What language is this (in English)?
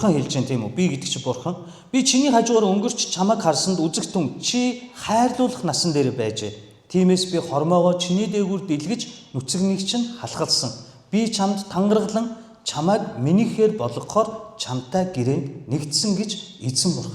Mongolian